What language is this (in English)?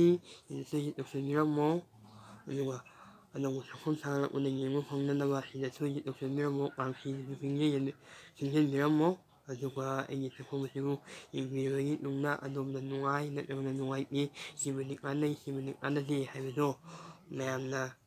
Manipuri